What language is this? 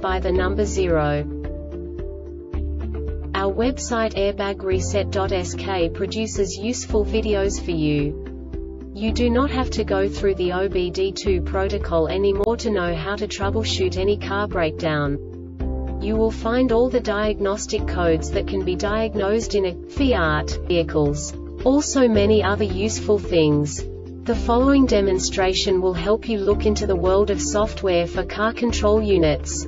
English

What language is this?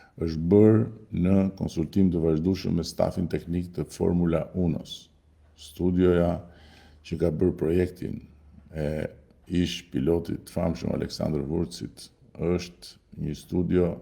Albanian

